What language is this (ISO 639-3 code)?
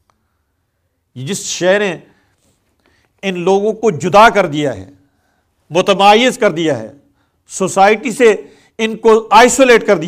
urd